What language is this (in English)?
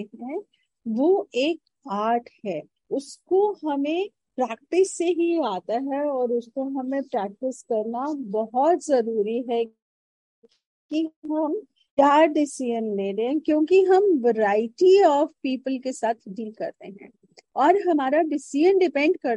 Hindi